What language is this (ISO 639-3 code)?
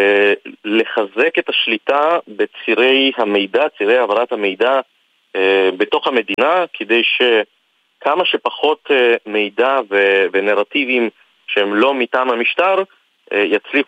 heb